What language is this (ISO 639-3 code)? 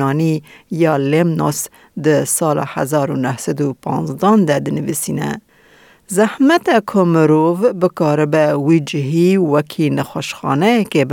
kur